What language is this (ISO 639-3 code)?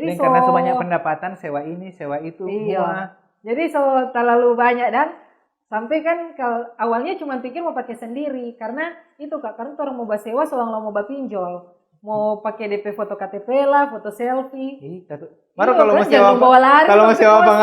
xmm